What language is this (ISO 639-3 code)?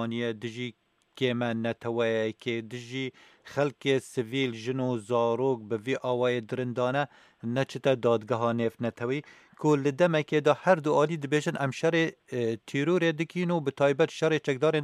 kur